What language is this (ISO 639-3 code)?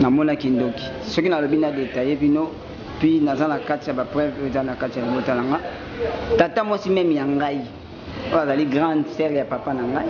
lin